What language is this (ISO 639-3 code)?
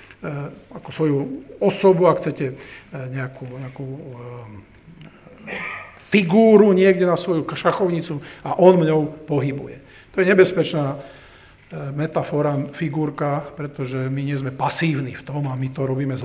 slk